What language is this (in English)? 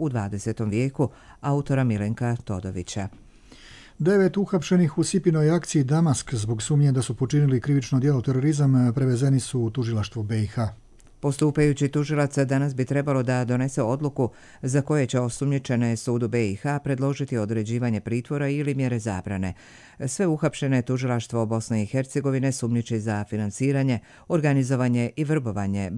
Croatian